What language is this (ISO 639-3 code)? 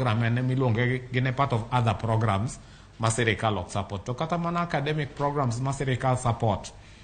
luo